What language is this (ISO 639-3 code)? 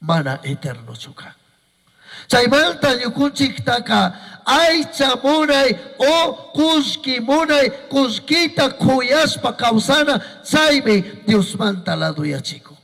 qug